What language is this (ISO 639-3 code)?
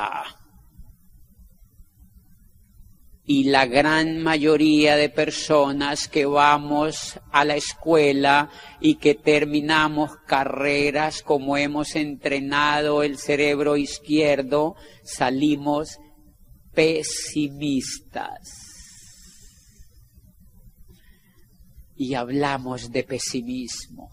spa